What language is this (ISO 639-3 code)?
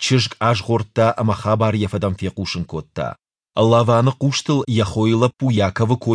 oss